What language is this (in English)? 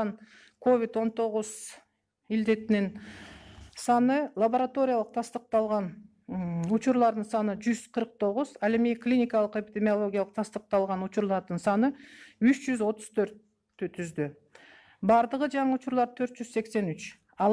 Kyrgyz